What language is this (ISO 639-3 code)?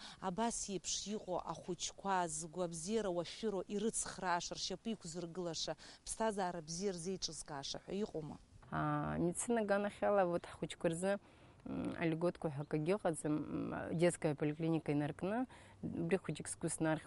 abk